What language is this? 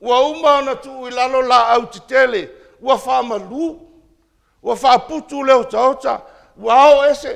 Samoan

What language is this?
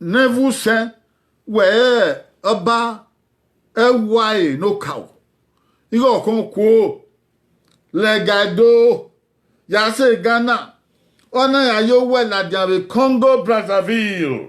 Bini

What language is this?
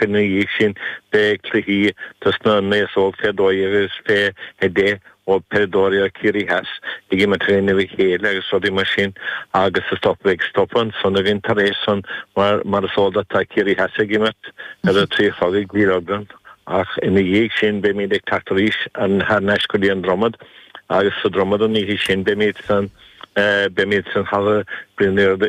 Irish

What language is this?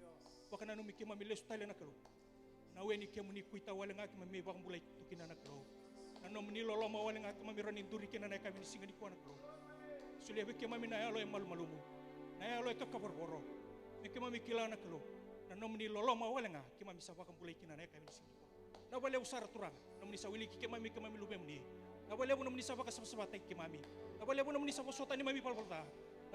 Fijian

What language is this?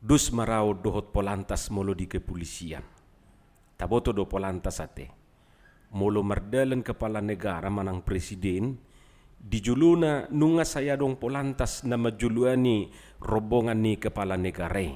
Batak Toba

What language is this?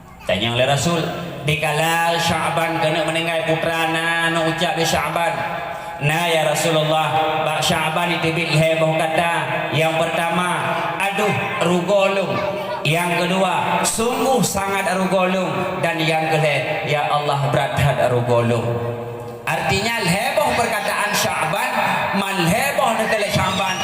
Achinese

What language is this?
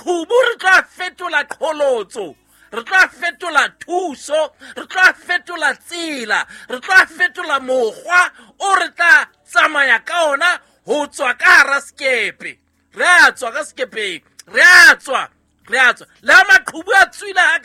Southern Sotho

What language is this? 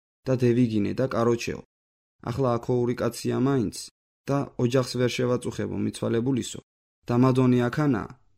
Georgian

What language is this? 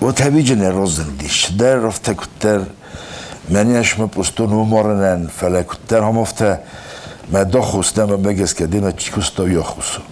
Ossetic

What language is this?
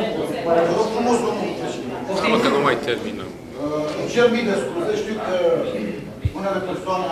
Romanian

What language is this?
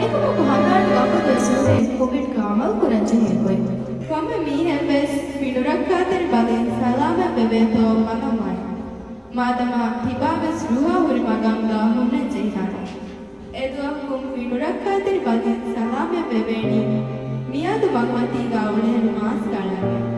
Divehi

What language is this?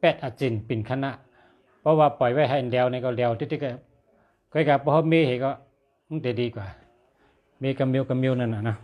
Shan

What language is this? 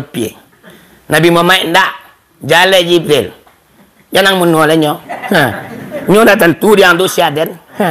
Minangkabau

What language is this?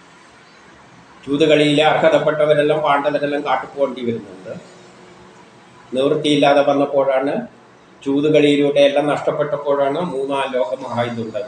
Malayalam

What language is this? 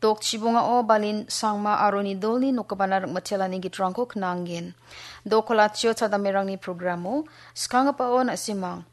Garo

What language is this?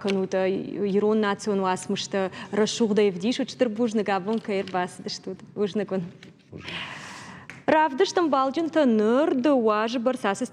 Ossetic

